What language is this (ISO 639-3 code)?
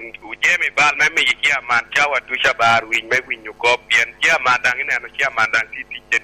laj